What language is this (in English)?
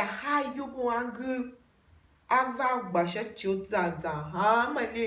Tiv